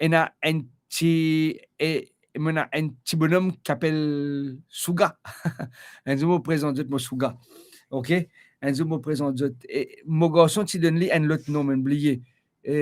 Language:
Morisyen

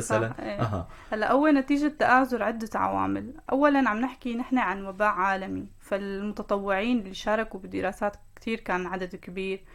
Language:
North Levantine Arabic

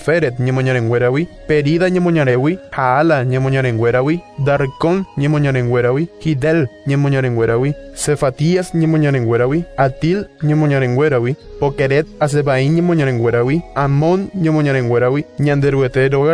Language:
Guarani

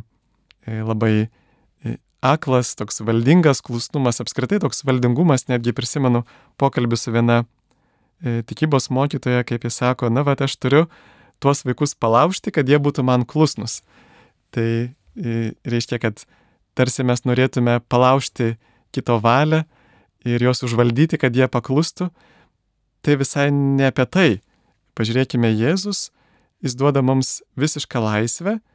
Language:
Lithuanian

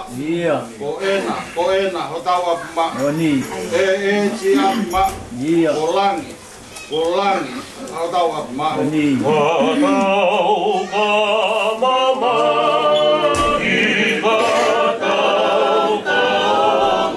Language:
Tongan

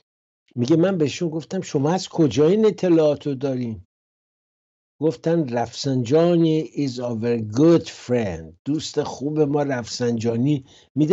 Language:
Persian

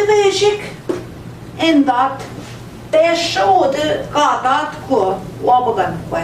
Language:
Central Ojibwa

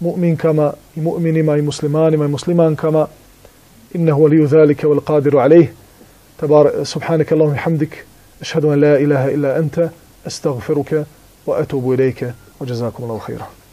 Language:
Bosnian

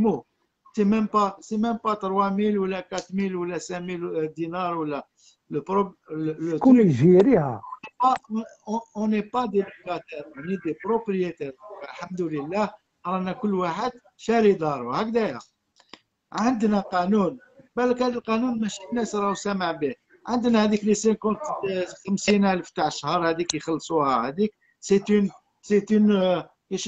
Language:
Algerian Arabic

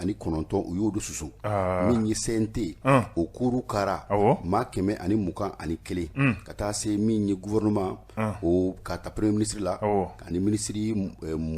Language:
Bambara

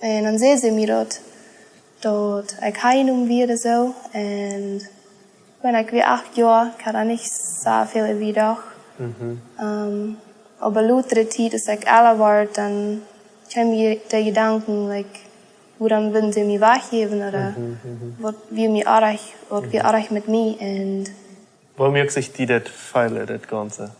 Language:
Plautdietsch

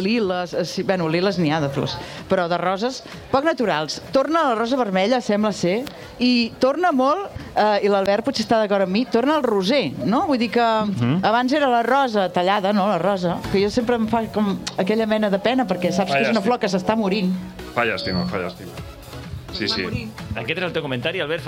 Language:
Catalan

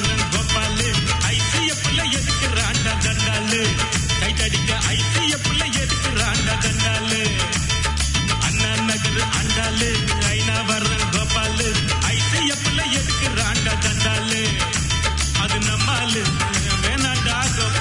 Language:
Tamil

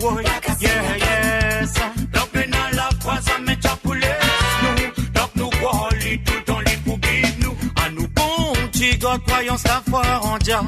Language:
Morisyen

